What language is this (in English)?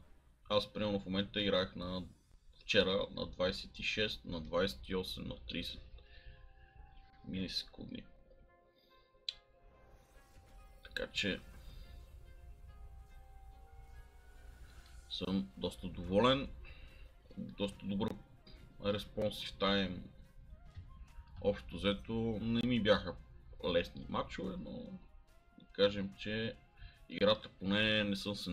Bulgarian